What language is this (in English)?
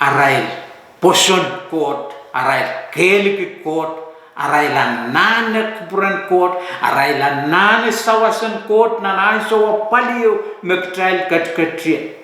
Pohnpeian